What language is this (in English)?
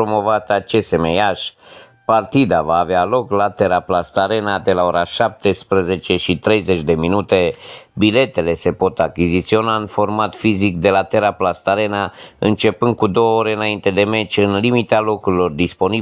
Romanian